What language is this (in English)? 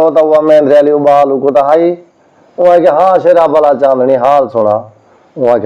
Saraiki